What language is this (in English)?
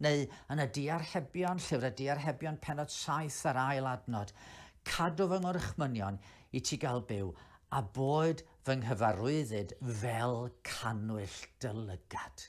Welsh